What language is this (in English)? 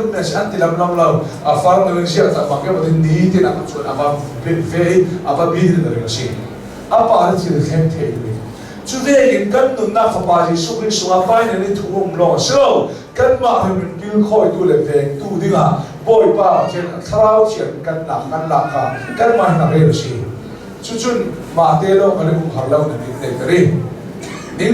Hakha Chin